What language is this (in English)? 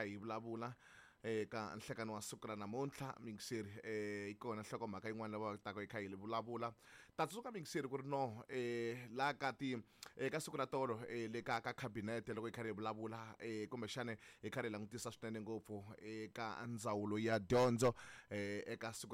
Tsonga